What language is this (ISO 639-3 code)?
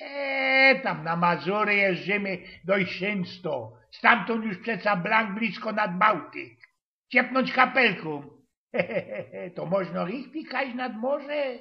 szl